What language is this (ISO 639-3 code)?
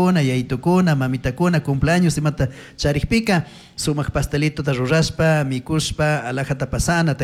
qug